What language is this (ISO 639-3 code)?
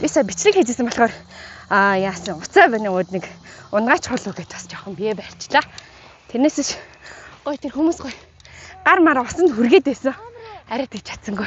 mon